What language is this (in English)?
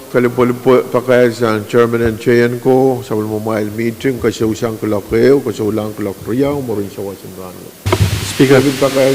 Pohnpeian